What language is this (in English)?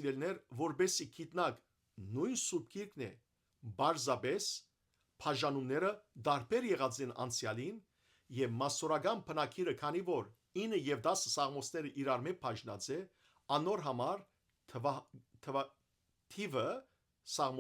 Western Armenian